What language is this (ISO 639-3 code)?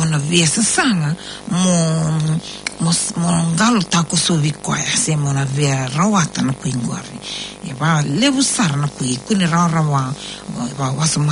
fij